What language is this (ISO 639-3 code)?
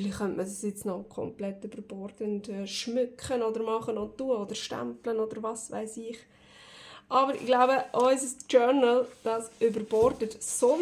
gsw